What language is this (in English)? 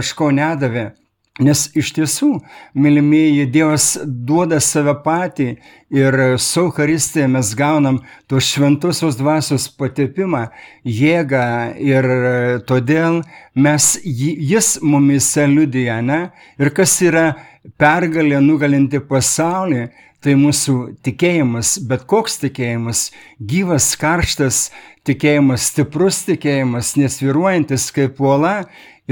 Lithuanian